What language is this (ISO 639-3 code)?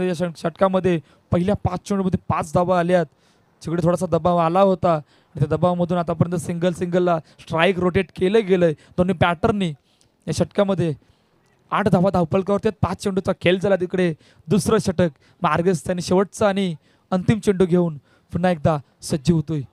mar